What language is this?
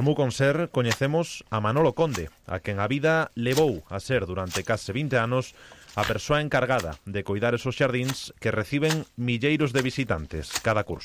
Galician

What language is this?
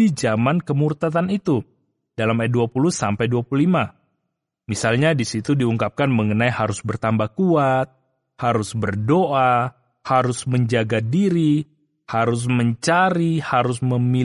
Indonesian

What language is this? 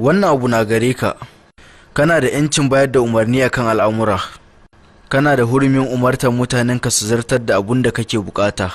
Hausa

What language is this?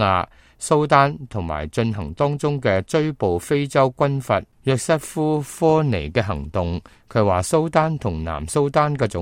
Cantonese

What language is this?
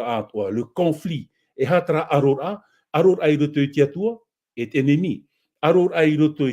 Tahitian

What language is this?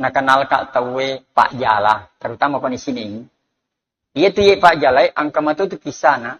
Buginese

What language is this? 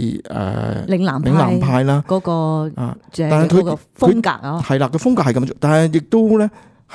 Cantonese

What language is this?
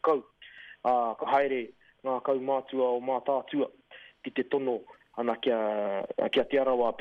Māori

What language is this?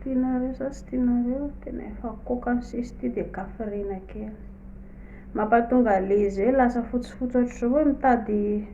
Malagasy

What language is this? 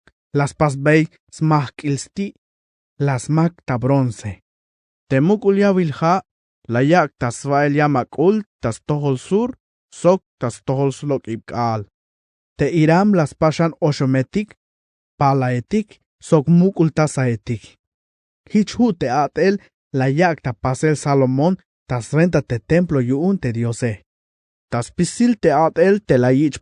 Tzeltal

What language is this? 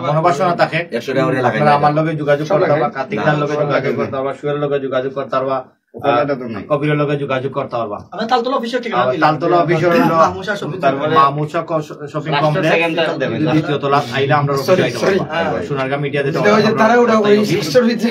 Sylheti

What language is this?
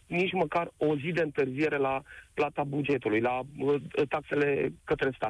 Romanian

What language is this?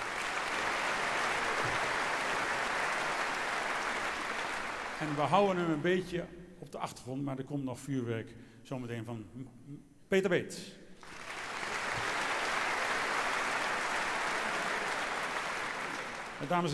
Dutch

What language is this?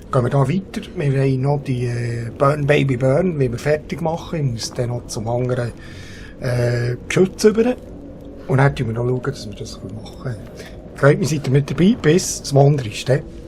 Swiss German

